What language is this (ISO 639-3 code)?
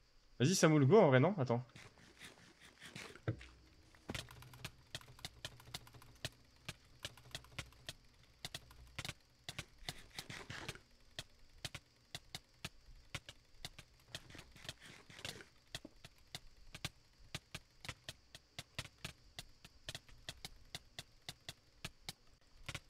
fra